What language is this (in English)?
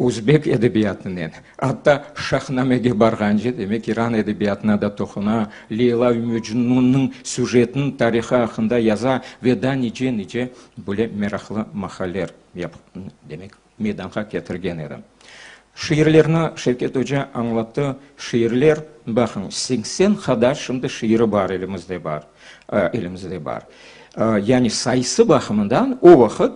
Crimean Tatar